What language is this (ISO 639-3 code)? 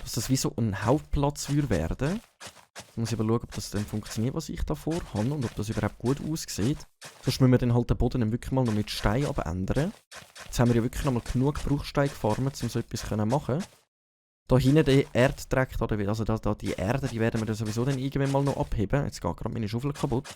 gsw